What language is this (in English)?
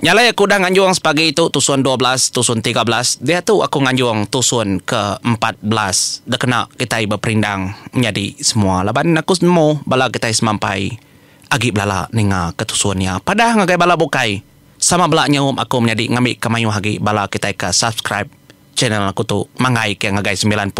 Iban